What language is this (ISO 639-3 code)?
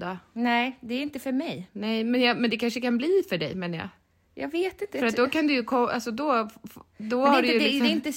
swe